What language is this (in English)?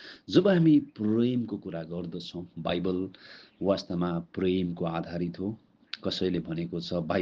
Nepali